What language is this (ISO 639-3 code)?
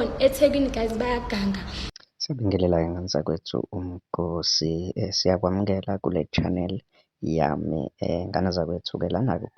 zul